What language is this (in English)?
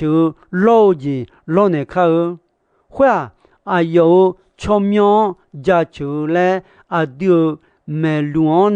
Akha